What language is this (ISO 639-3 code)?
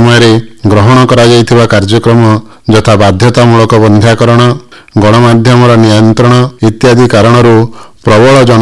ori